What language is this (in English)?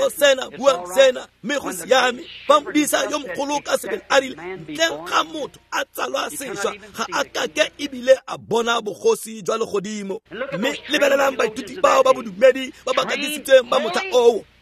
Tswana